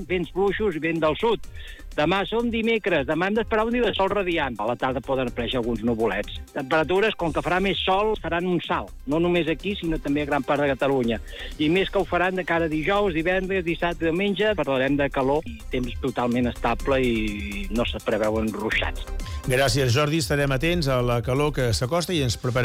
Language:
Catalan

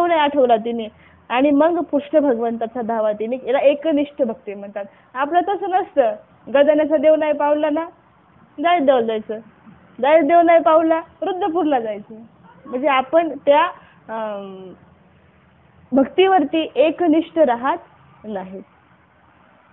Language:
Marathi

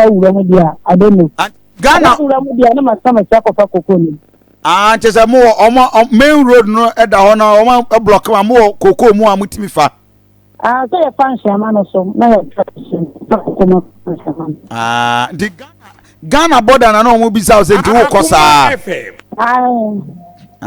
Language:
Akan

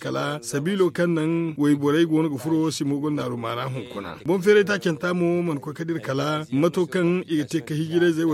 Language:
Zarma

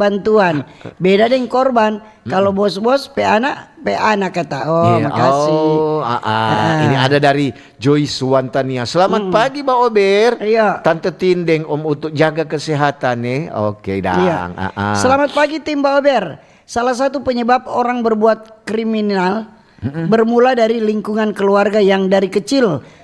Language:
Manado Malay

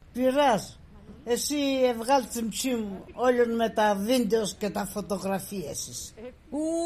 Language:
Pontic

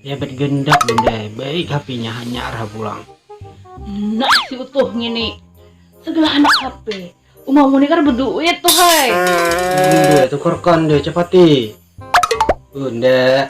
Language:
Banjar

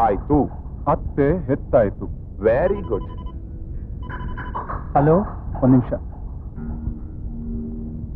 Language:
Kannada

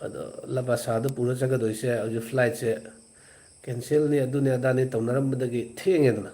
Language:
Manipuri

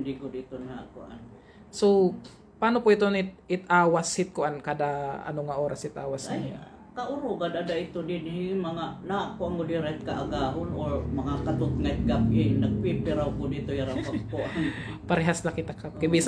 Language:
Waray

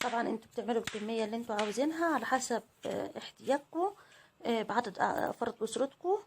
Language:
Egyptian Arabic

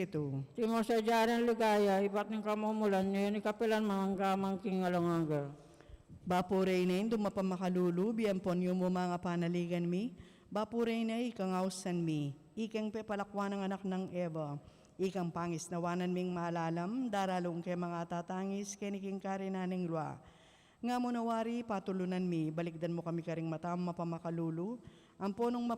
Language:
Pampanga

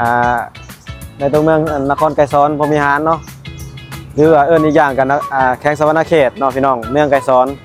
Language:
Lao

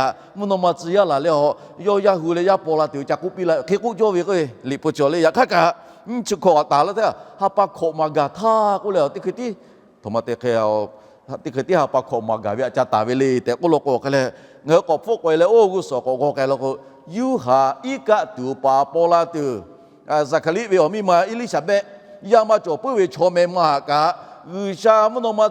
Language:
Lahu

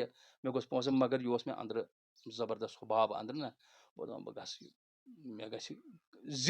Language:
Kashmiri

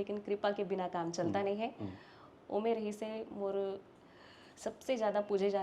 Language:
Chhattisgarhi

